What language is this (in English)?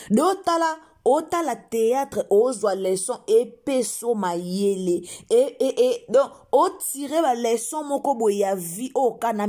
Lingala